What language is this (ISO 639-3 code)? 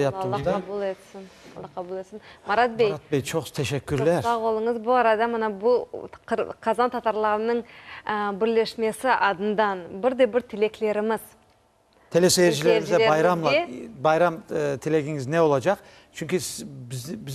crh